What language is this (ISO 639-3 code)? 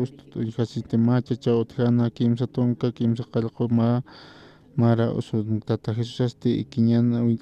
aym